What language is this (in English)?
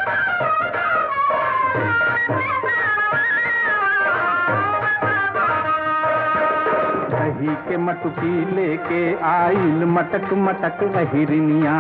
Bhojpuri